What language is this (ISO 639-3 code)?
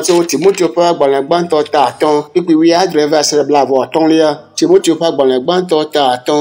ewe